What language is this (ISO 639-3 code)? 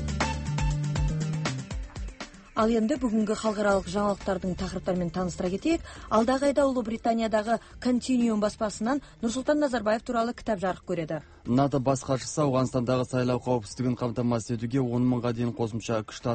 kaz